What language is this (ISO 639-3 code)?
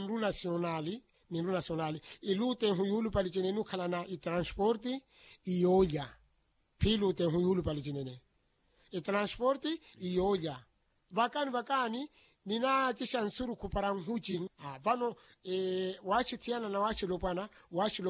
vmw